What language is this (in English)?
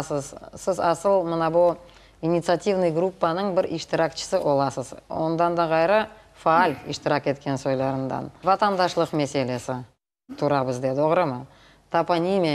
Crimean Tatar